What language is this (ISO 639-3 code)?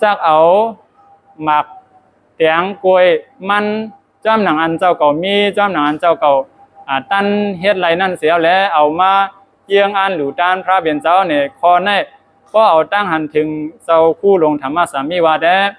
shn